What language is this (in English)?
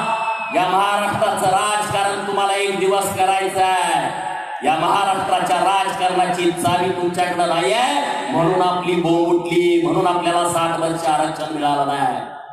Marathi